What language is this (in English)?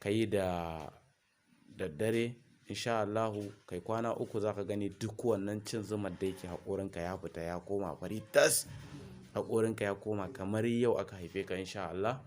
Hausa